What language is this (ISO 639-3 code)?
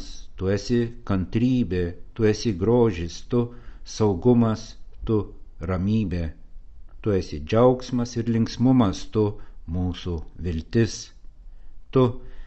lit